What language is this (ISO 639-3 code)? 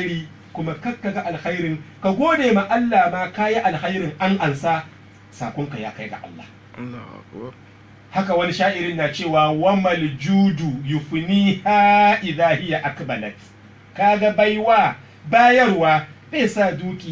hau